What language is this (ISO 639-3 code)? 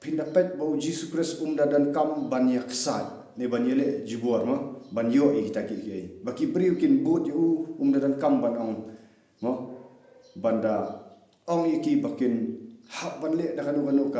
kha